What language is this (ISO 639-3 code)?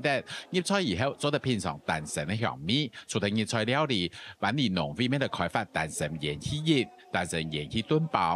hak